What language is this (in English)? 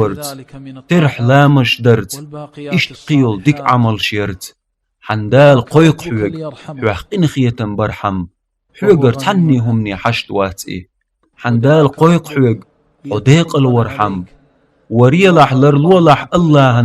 Chechen